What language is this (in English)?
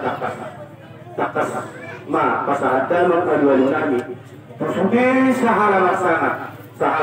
Batak Toba